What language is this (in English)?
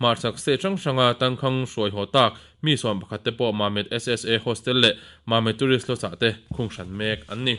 Mizo